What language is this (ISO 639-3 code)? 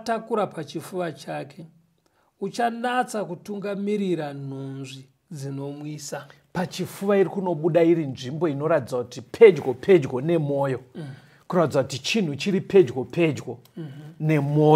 sna